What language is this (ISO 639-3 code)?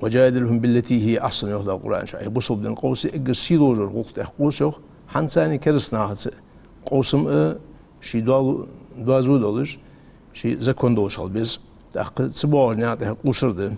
inh